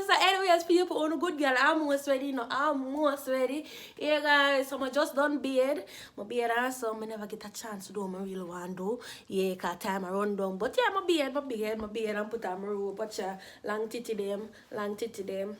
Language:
Jamaican Creole English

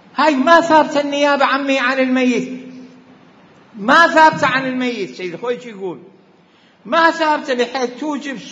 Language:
Arabic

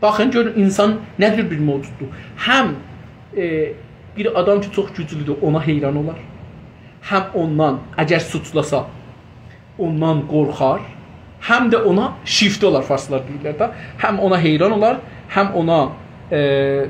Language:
South Azerbaijani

